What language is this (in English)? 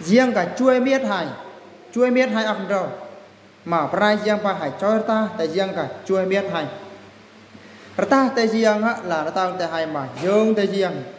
Eastern Bru